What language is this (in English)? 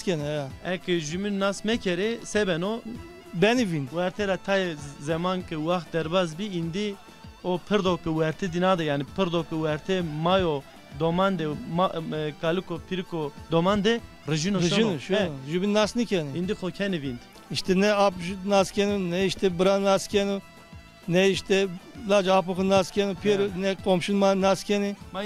Zaza